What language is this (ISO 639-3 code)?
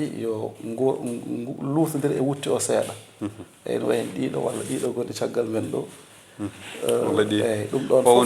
ful